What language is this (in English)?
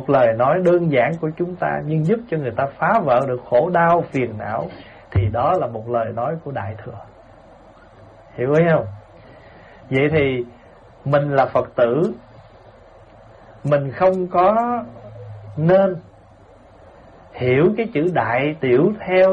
Vietnamese